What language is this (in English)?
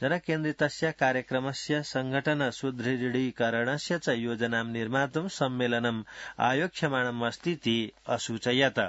Sanskrit